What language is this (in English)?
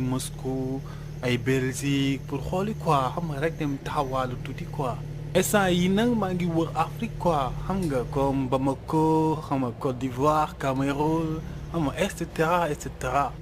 Wolof